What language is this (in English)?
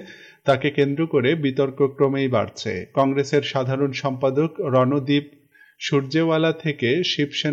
Bangla